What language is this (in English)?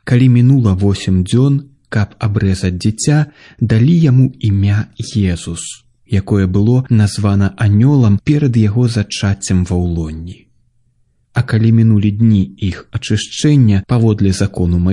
Belarusian